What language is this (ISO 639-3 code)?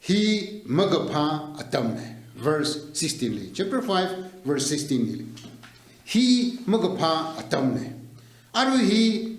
nmf